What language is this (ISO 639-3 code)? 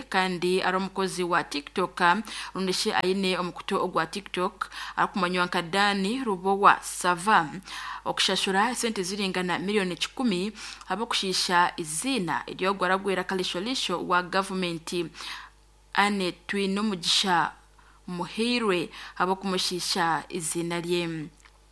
nyn